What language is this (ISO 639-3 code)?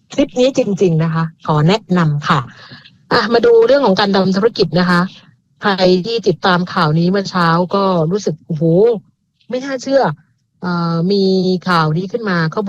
tha